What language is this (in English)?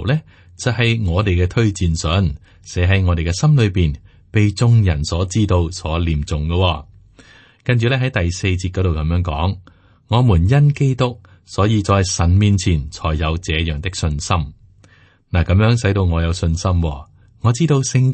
Cantonese